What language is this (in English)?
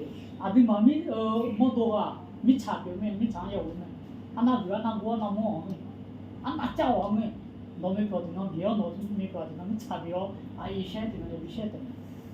Akha